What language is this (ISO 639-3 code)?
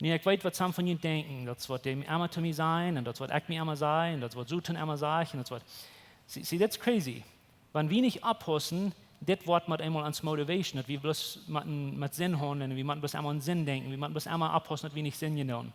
pdt